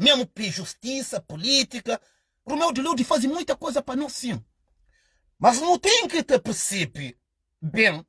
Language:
Kabuverdianu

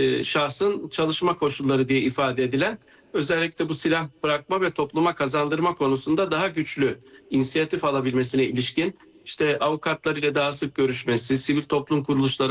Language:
Turkish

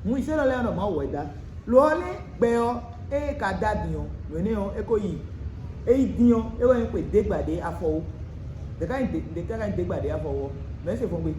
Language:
Fon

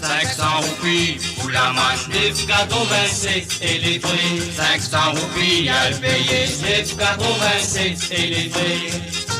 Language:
Morisyen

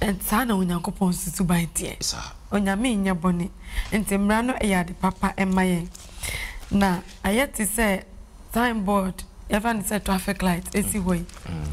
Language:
Akan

